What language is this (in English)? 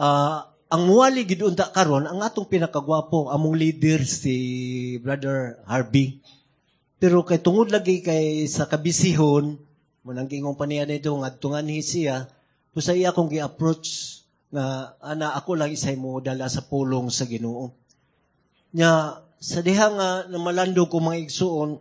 Cebuano